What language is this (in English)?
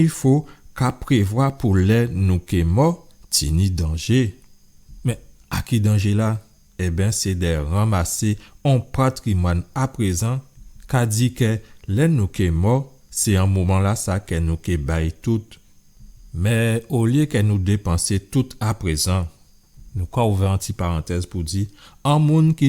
Guadeloupean Creole French